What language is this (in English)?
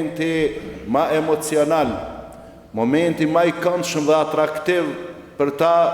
Albanian